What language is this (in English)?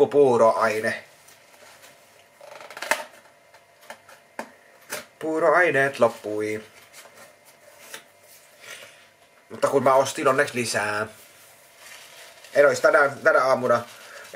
Finnish